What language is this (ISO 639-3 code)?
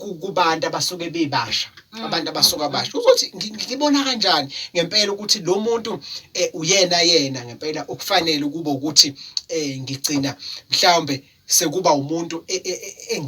zul